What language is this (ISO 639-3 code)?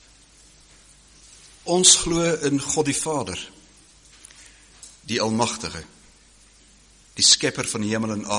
afr